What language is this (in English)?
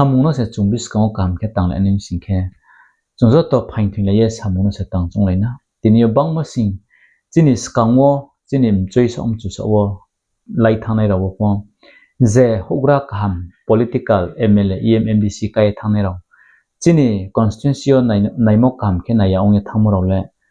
Riang (India)